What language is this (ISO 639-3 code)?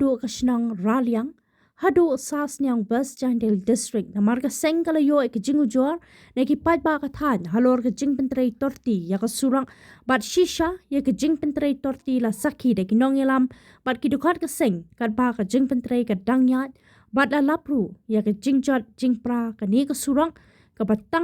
kha